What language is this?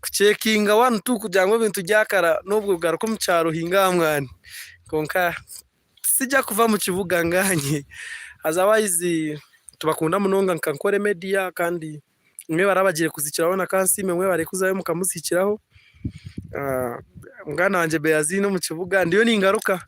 Nyankole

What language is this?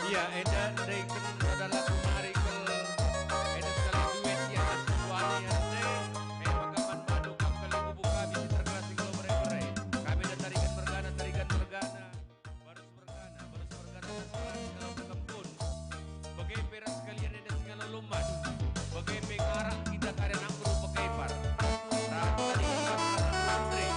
Batak Karo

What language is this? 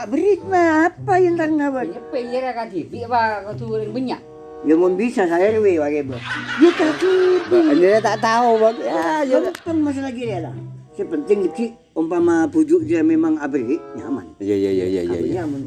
Madurese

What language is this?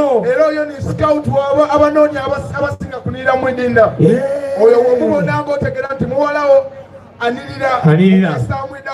Soga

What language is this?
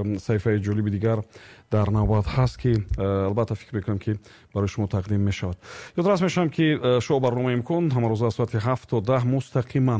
Tajik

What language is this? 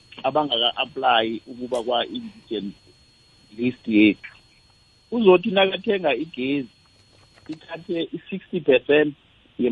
South Ndebele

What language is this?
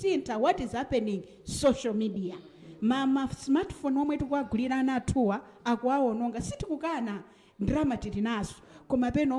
Nyanja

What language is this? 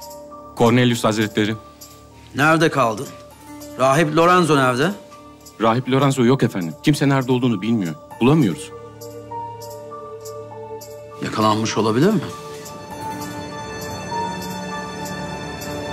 Turkish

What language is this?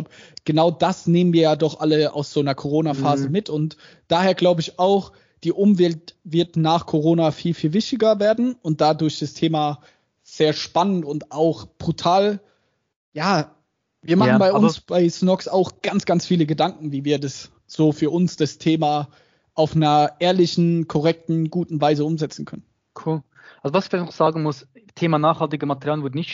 German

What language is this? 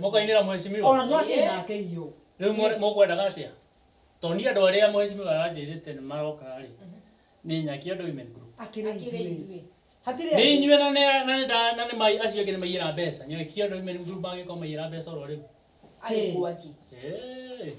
Kikuyu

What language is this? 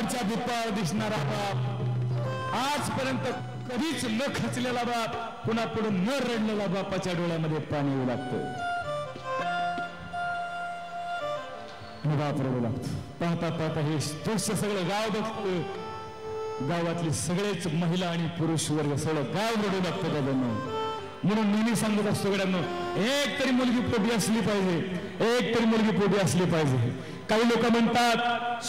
Marathi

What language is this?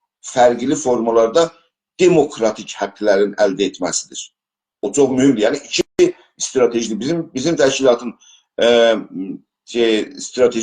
South Azerbaijani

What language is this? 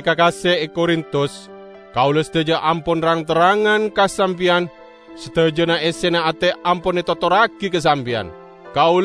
Madurese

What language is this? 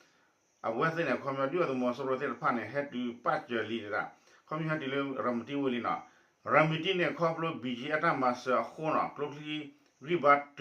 S'gaw Karen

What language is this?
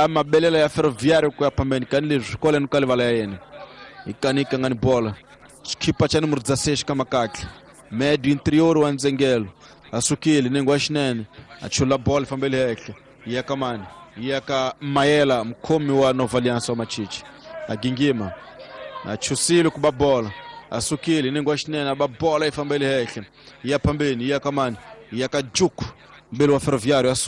Tsonga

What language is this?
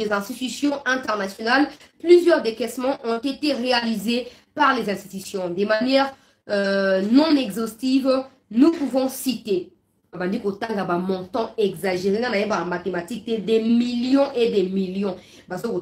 French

